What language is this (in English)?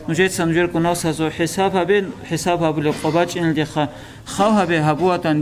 Avaric